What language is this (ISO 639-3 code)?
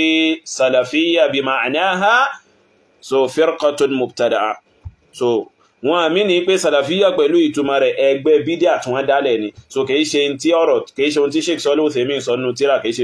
yor